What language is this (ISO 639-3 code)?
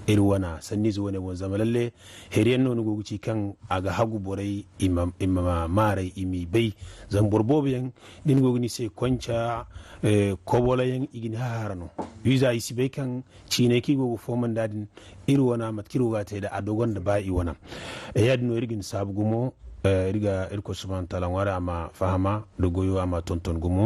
dje